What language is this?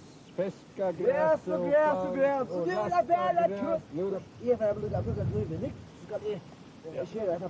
Faroese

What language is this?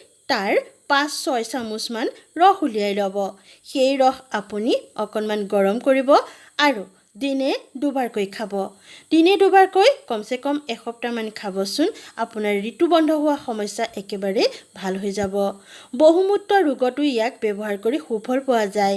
Assamese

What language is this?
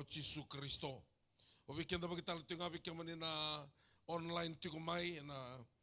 Fijian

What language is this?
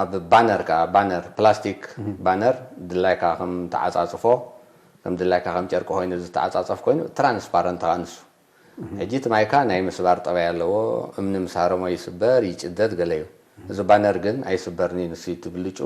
Tigrinya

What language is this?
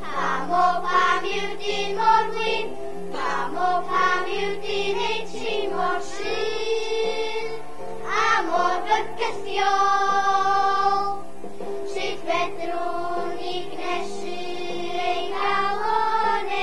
Welsh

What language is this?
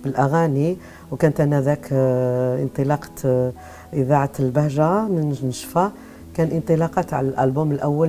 Algerian Arabic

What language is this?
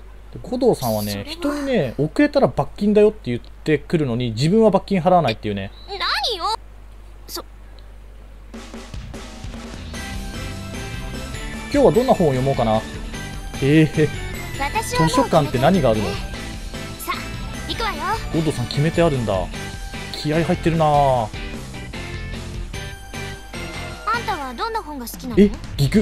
Japanese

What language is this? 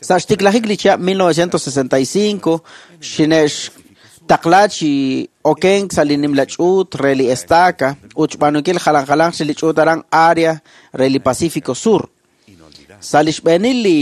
Kekchí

